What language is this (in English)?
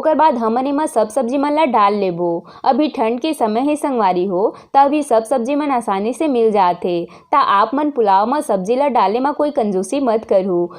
Chhattisgarhi